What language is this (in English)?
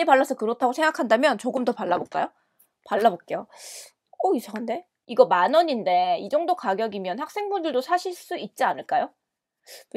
Korean